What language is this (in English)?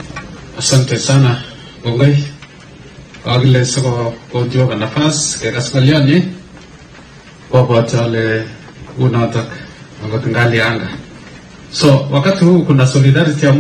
Swahili